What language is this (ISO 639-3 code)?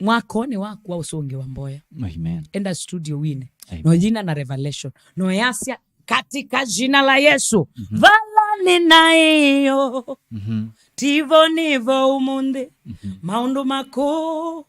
kam